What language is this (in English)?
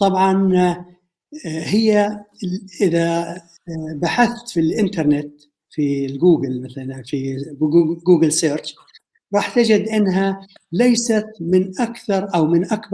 North Levantine Arabic